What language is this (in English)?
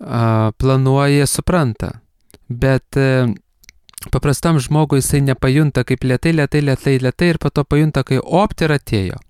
Lithuanian